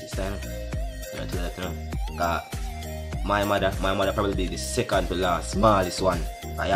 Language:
Jamaican Creole English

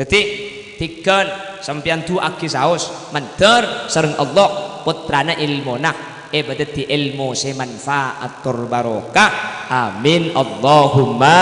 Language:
Madurese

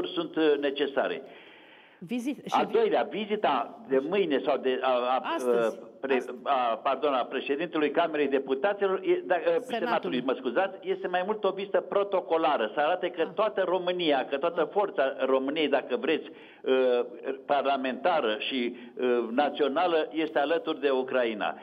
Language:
Romanian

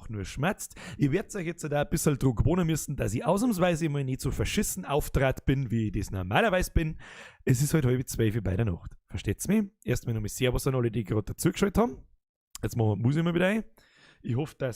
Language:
Bavarian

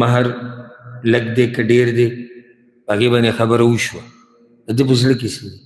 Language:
Pashto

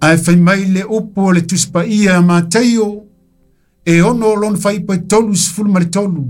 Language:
Samoan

